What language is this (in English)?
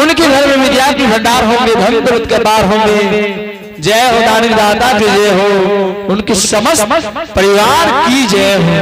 Angika